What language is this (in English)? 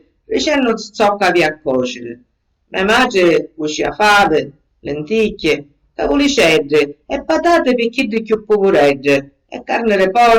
Sicilian